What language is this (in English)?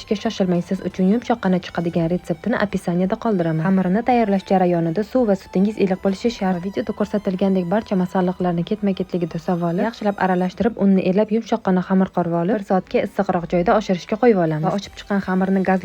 Uzbek